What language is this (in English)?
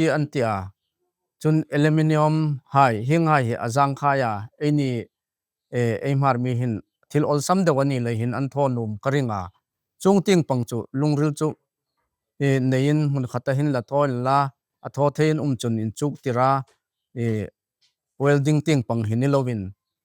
Hmar